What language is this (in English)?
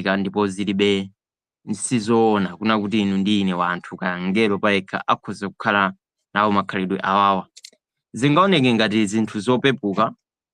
Nyanja